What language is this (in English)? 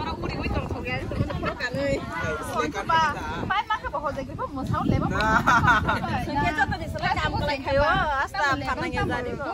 Kok Borok